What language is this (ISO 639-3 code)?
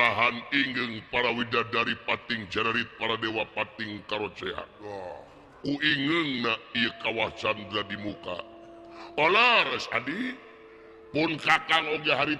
sun